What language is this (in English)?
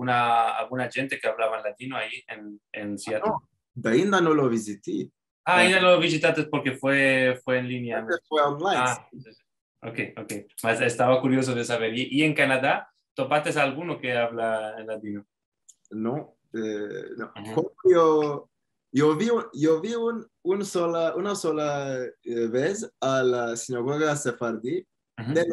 Ladino